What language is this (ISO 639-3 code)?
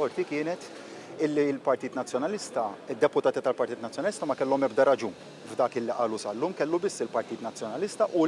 mlt